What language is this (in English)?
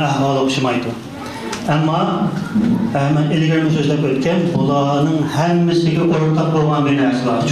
Uyghur